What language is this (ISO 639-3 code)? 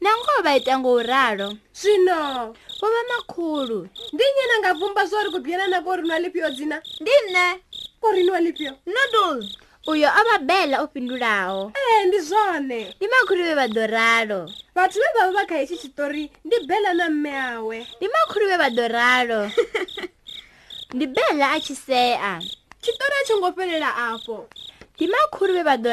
ven